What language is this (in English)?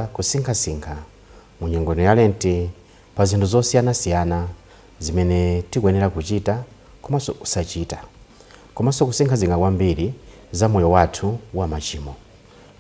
Nyanja